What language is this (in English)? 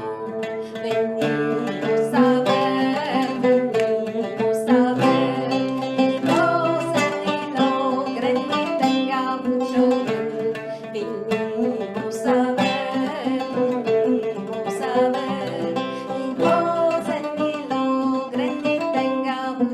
Ladino